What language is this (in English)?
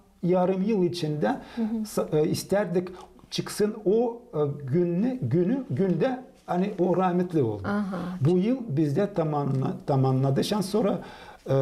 Gagauz